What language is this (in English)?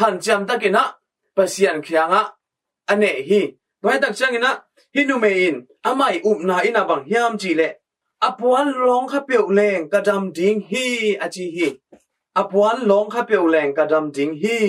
Tedim Chin